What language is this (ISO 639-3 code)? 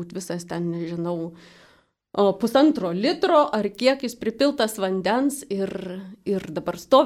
lit